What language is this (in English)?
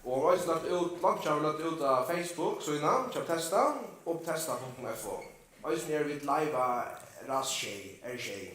Faroese